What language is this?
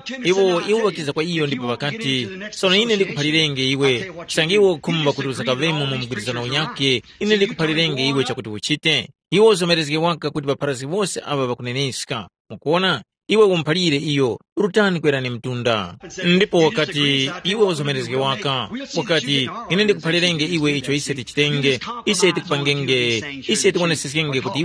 Tumbuka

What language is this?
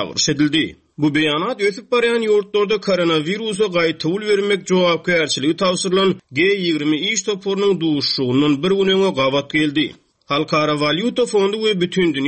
Turkmen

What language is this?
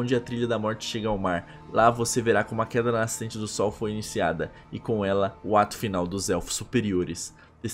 Portuguese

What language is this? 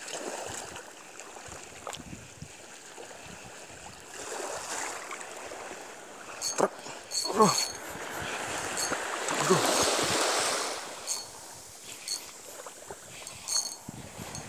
Indonesian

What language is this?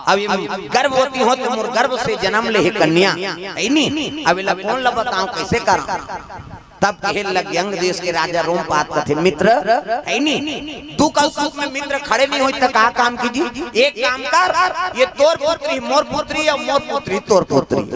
Chhattisgarhi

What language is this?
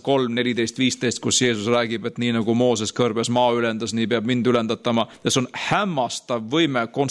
Estonian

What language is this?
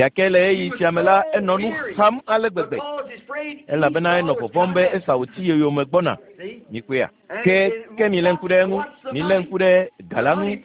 Ewe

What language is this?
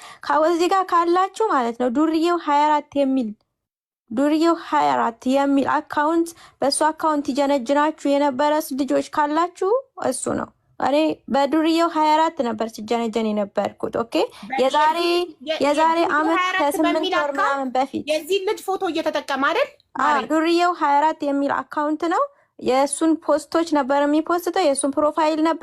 Amharic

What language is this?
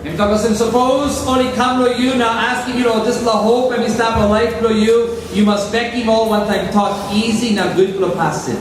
Tok Pisin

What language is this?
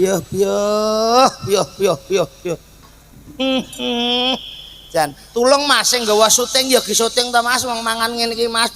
Javanese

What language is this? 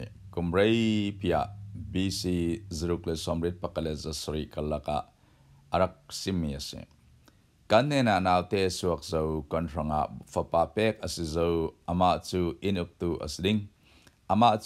Falam Chin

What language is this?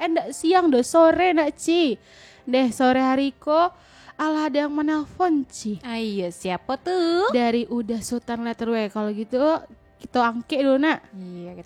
Minangkabau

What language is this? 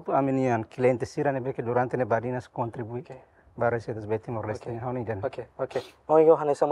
Tetum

